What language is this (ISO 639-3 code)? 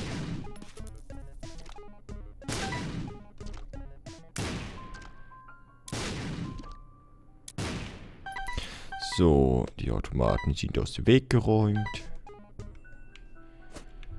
deu